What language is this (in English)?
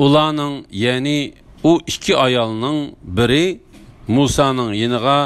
Uyghur